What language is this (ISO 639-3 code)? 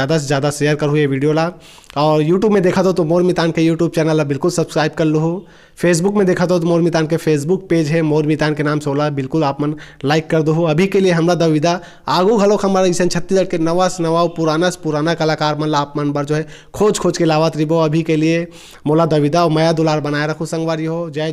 hne